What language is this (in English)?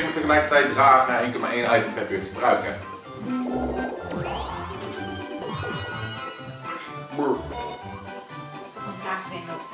Dutch